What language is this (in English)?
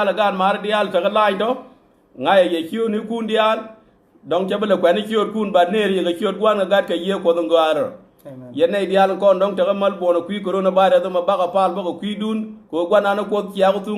Nuer